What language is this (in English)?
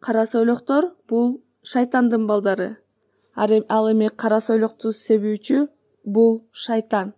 Kyrgyz